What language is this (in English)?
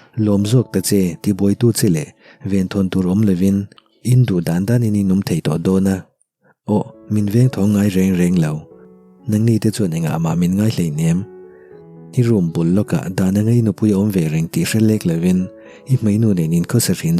Mizo